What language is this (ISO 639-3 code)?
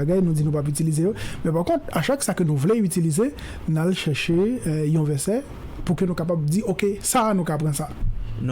hat